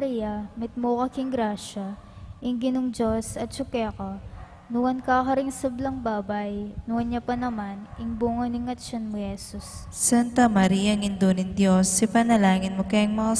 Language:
Pampanga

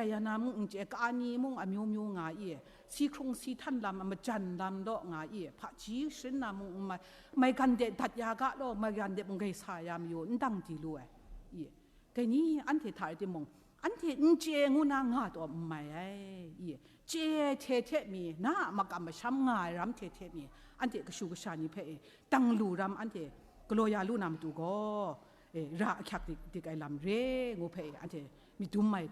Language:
Kachin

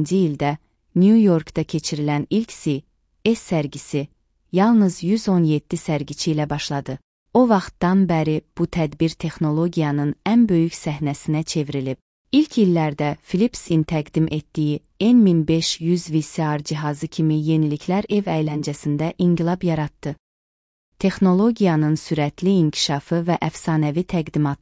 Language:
Azerbaijani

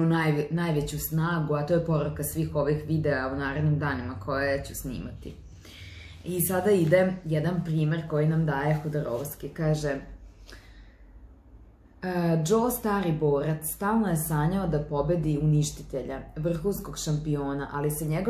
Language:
Serbian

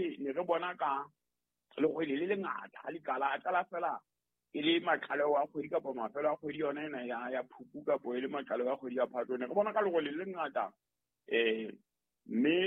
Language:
Southern Sotho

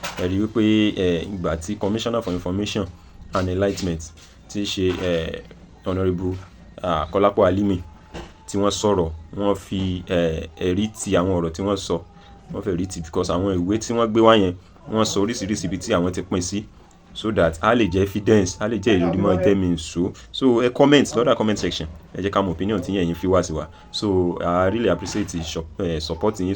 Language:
Yoruba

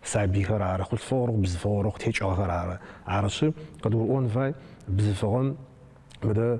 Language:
Adyghe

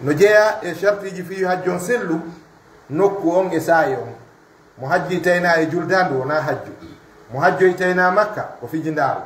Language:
Fula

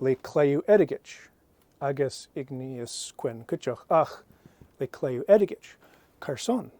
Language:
Scottish Gaelic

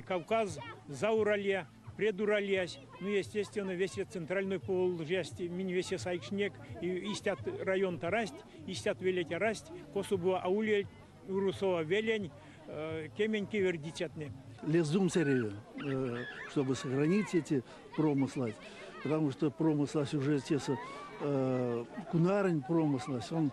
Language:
Erzya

